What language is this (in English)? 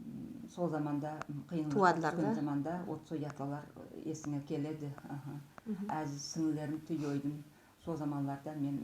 Nogai